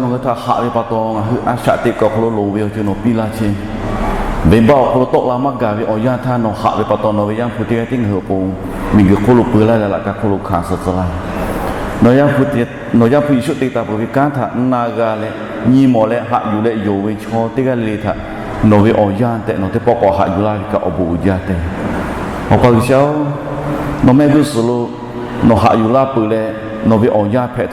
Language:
Lahu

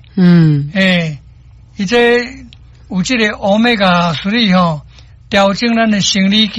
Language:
Min Nan Chinese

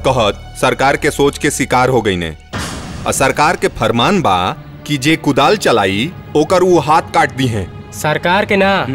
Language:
Bhojpuri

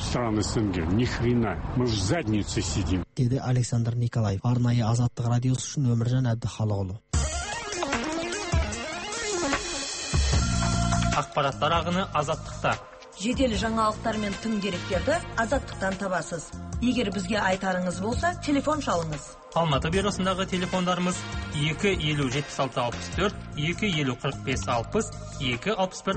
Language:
Kazakh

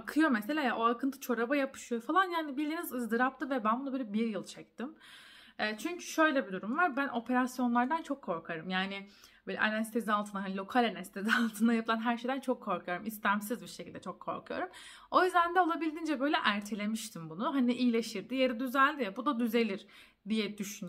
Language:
Turkish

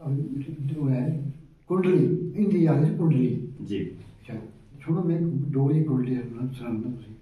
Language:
Dogri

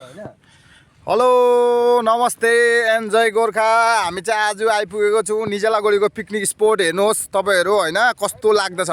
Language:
Nepali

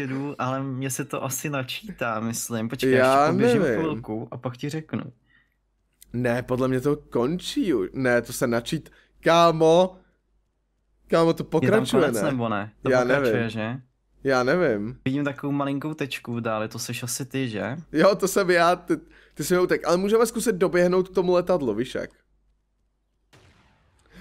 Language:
Czech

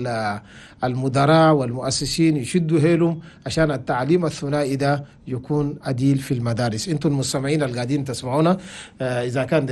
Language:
Chadian Arabic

